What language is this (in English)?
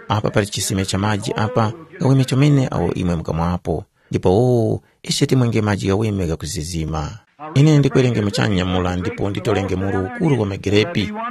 Tumbuka